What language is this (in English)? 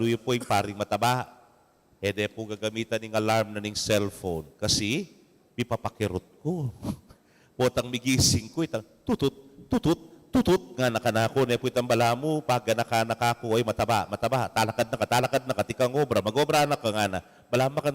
Pampanga